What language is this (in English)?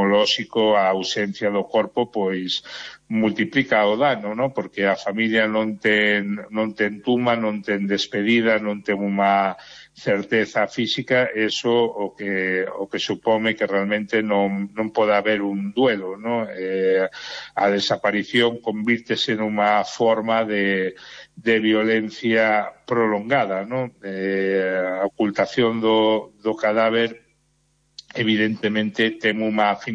Galician